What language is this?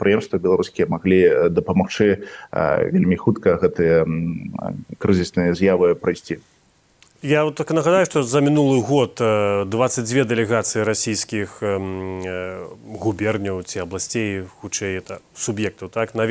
Belarusian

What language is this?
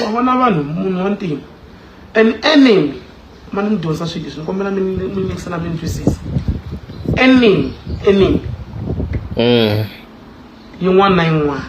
Tsonga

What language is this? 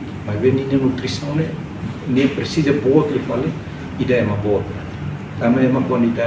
Tetum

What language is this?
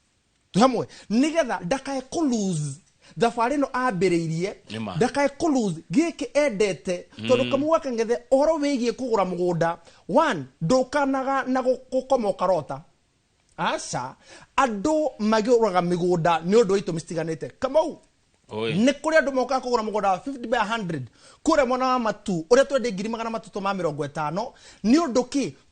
Kikuyu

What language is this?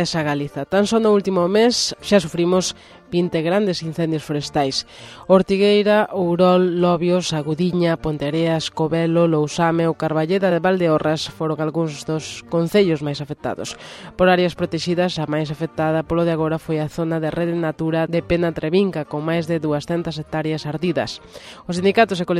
Galician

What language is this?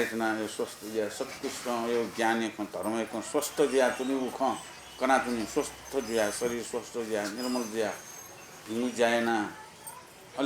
Newari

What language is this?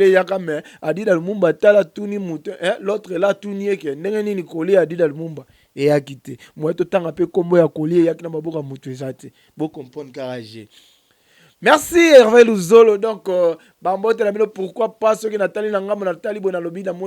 Lingala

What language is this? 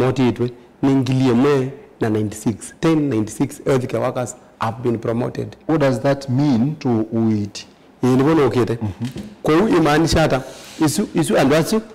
Kamba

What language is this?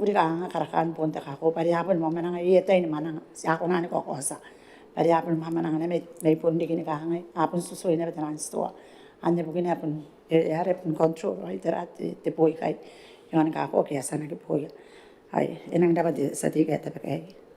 Gilbertese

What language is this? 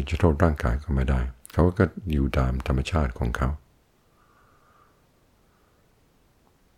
Thai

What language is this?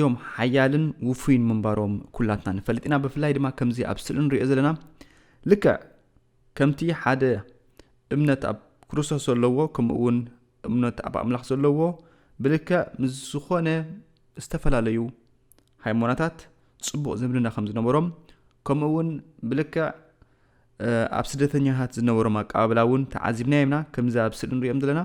Tigrinya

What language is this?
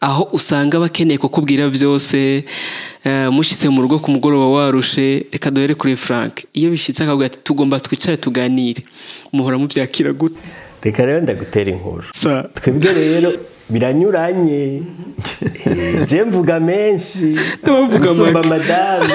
Rundi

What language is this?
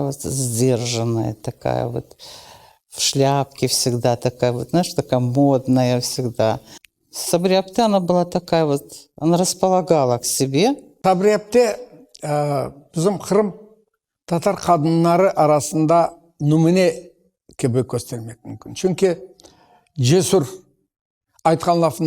Crimean Tatar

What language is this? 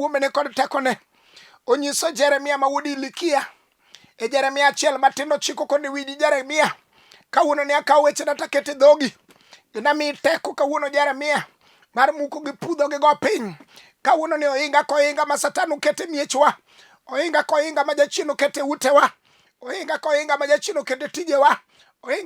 Luo (Kenya and Tanzania)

